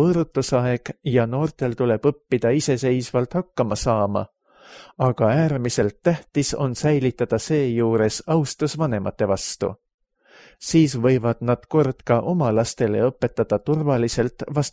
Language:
Estonian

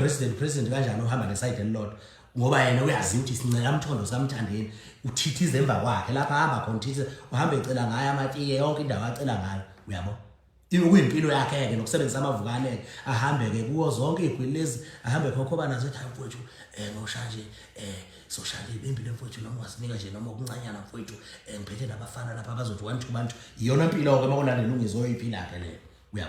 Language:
Zulu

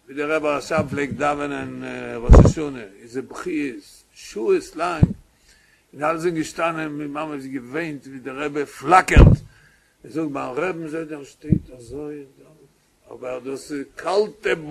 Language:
Yiddish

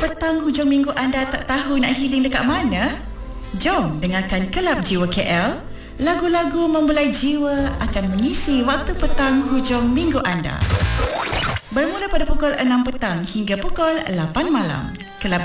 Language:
Malay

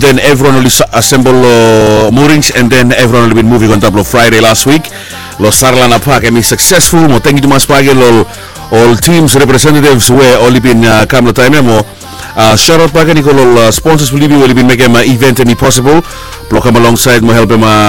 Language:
Bislama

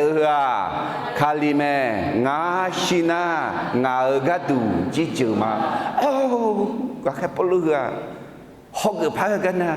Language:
Akha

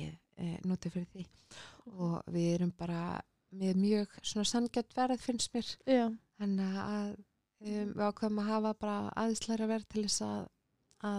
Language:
Icelandic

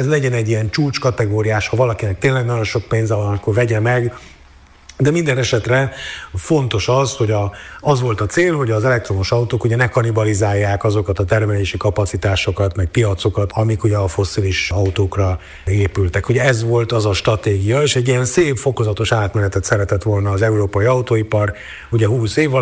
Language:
Hungarian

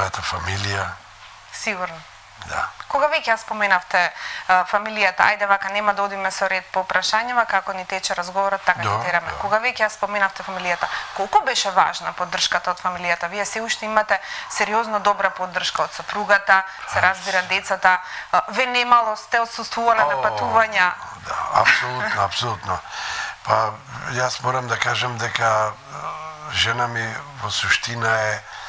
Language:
Macedonian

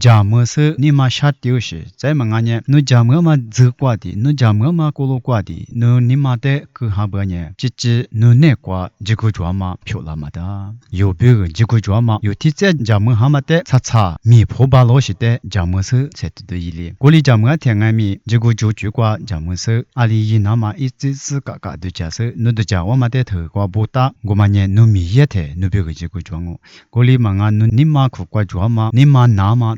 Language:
Lisu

